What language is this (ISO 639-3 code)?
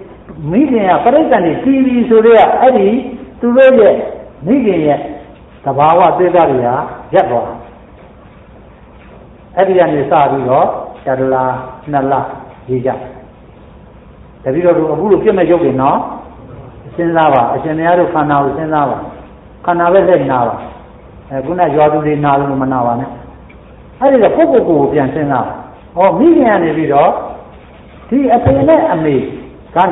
mya